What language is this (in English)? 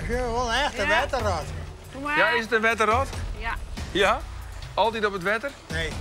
Western Frisian